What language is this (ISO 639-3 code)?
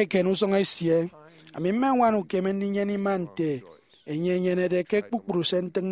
efi